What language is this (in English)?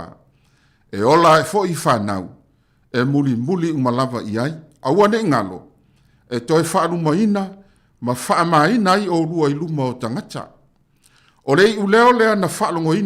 Samoan